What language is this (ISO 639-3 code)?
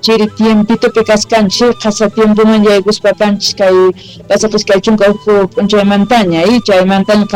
quh